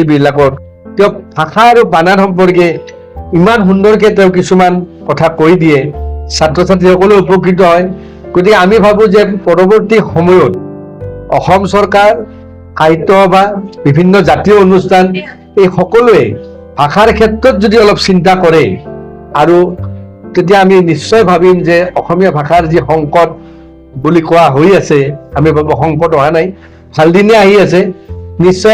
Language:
Assamese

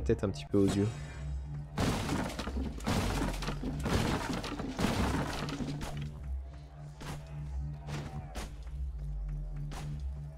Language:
French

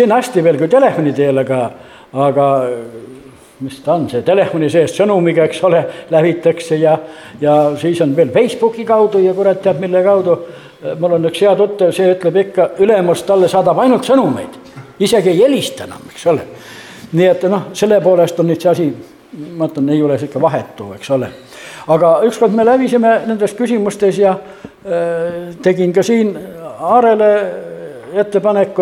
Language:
Estonian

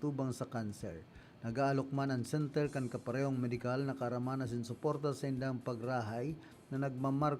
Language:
Bikol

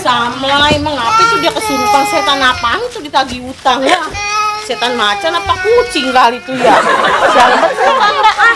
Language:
Betawi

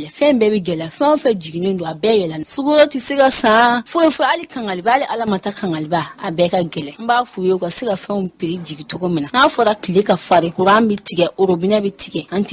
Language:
Bambara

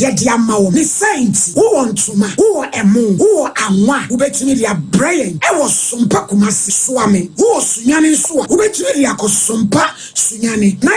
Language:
Akan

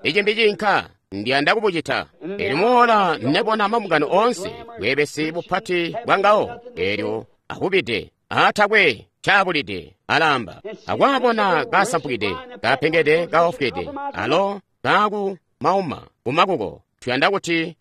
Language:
Tonga (Zambia)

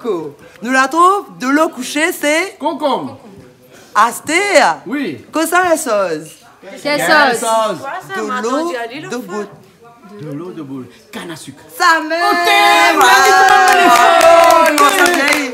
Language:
Réunion Creole French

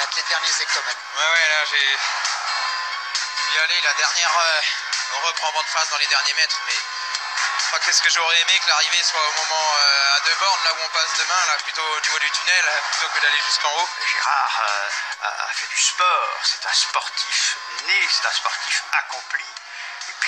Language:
French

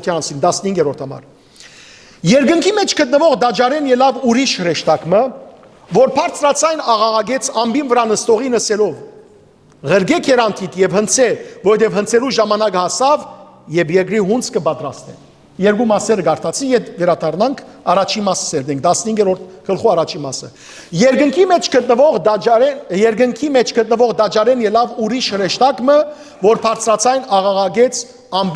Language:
Western Armenian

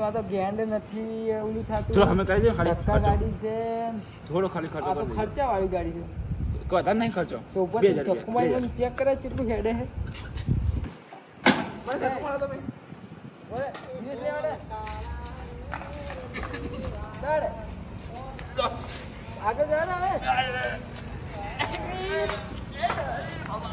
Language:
Gujarati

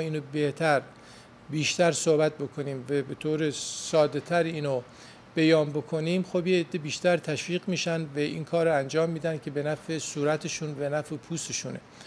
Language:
Persian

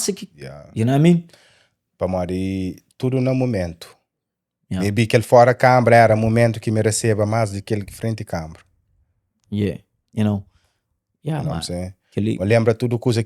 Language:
Kabuverdianu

